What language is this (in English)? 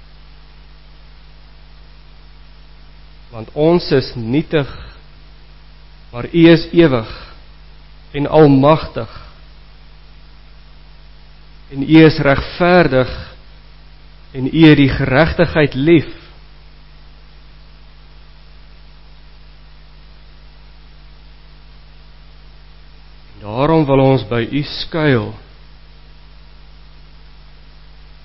Afrikaans